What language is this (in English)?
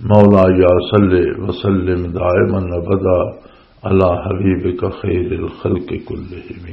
Western Panjabi